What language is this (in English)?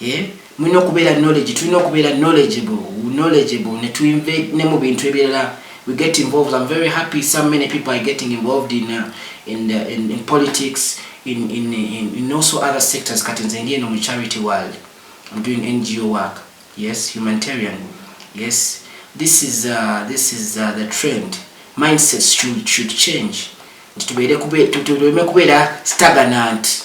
Ganda